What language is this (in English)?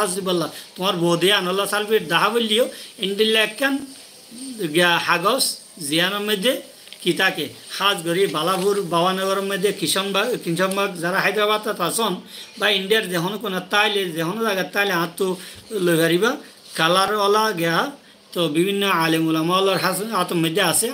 Rohingya